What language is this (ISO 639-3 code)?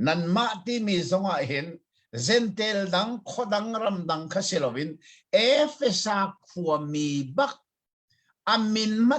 cnh